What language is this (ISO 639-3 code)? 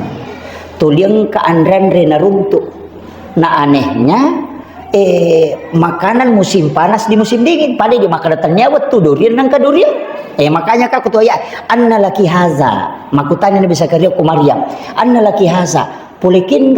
bug